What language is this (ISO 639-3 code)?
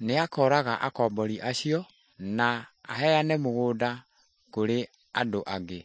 kik